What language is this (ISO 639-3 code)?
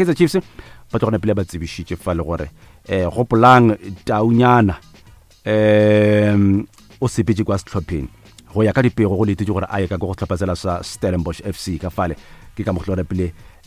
nso